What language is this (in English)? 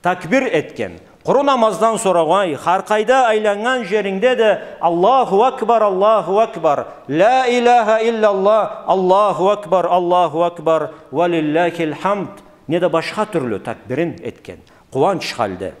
Karachay-Balkar